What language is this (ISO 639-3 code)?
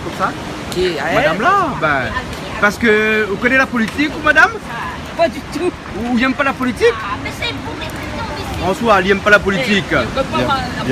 rcf